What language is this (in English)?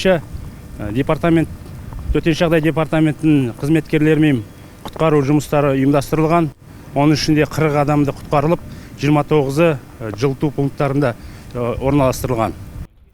Kazakh